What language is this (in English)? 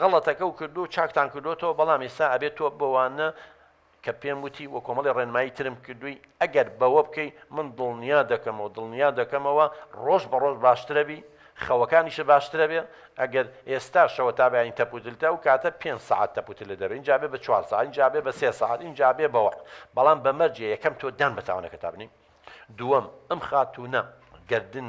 Central Kurdish